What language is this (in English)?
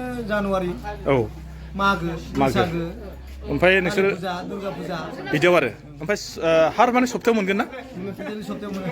Bodo